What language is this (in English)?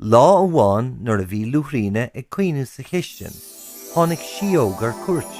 Irish